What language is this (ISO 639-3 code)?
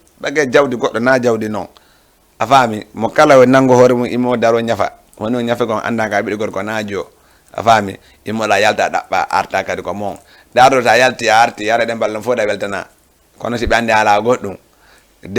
ful